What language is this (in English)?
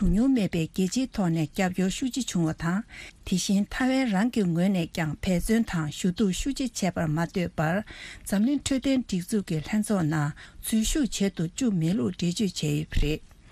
Tibetan